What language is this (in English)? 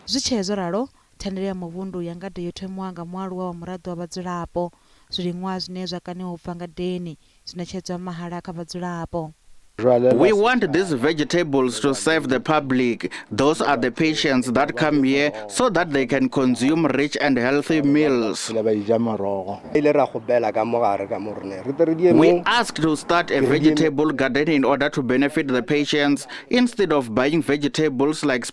Venda